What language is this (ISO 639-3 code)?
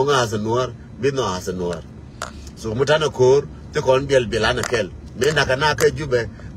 nus